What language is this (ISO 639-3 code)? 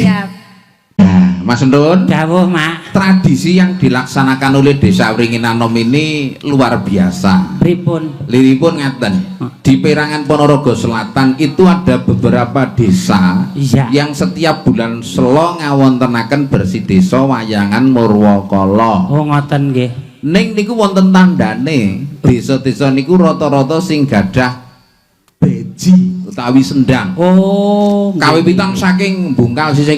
jav